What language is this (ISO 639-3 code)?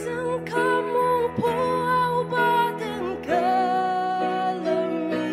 njo